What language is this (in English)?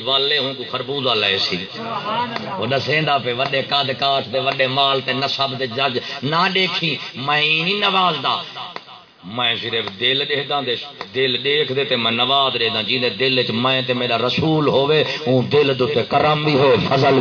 Saraiki